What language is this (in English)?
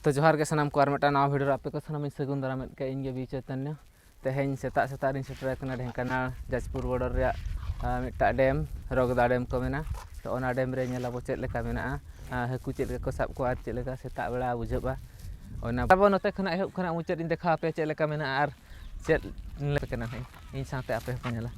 Santali